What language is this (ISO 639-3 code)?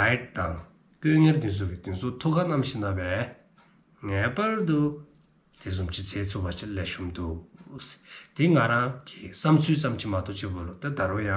dzo